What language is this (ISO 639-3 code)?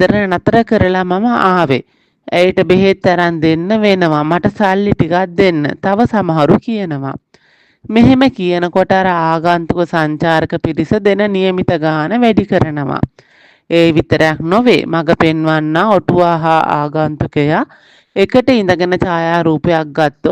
sin